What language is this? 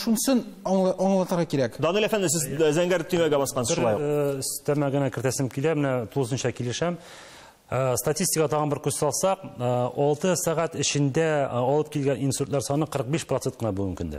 Tatar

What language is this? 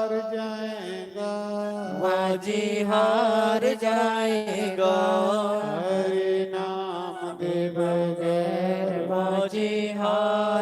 Dogri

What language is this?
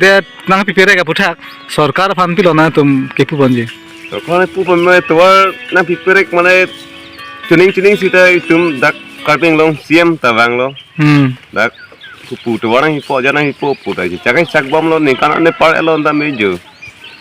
Karbi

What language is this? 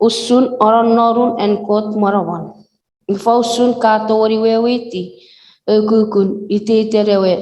Chuukese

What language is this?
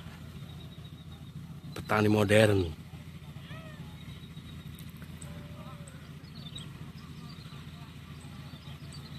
Indonesian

